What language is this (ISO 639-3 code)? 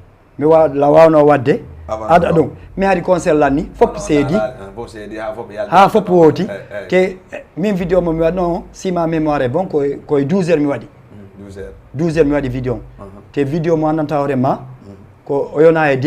ful